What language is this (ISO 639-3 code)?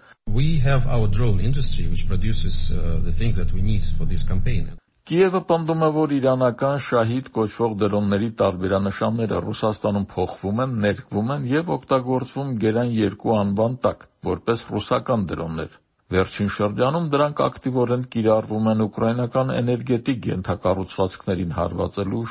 hye